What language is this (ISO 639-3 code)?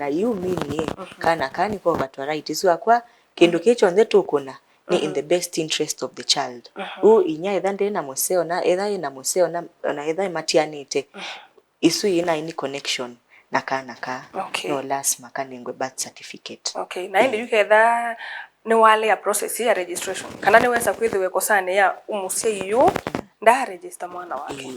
kam